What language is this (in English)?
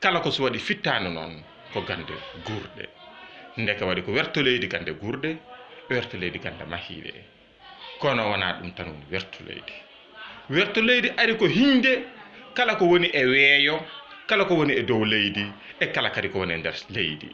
Fula